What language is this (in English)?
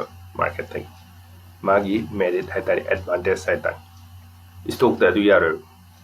Manipuri